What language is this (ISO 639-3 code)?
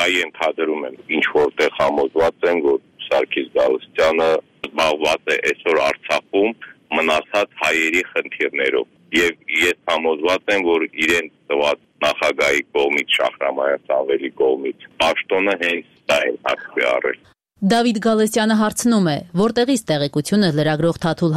hye